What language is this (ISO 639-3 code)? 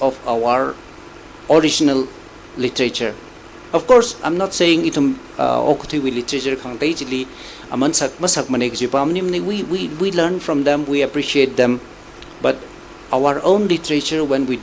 nmf